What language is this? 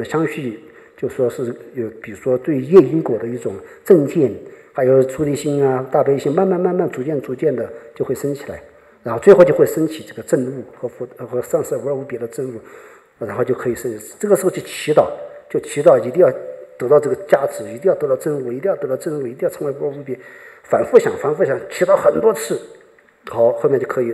Chinese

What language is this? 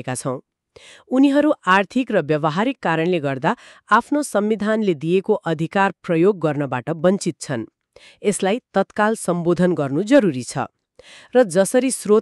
Nepali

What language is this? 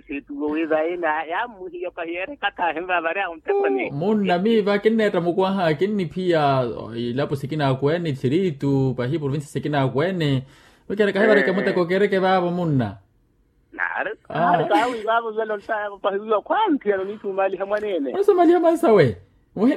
Makhuwa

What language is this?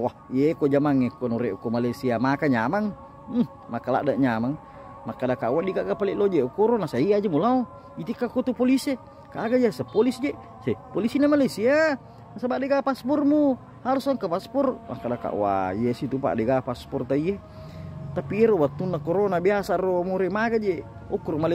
Buginese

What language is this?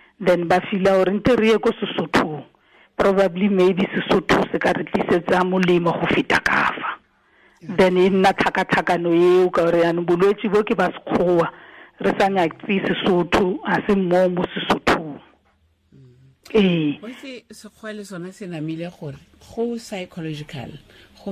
Tswana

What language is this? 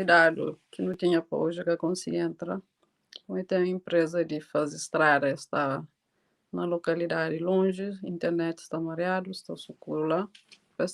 Kabuverdianu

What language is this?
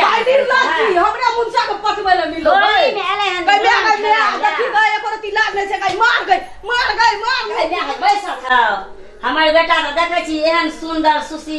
Maithili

